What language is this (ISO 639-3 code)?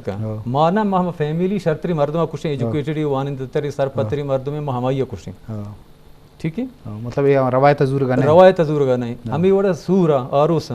bgp